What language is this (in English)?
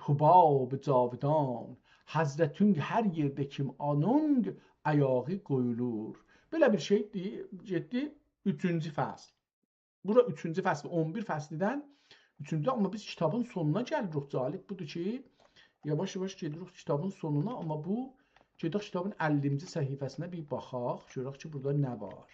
South Azerbaijani